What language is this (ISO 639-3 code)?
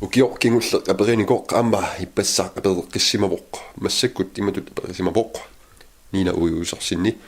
kal